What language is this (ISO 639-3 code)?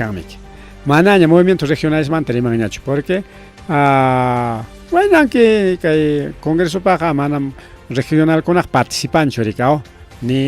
quy